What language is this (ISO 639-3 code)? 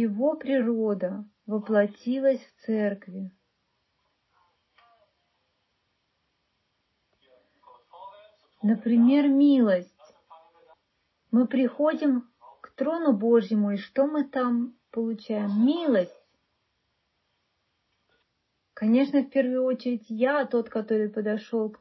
rus